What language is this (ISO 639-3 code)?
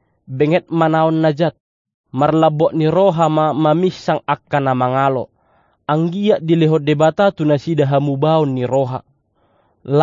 bbc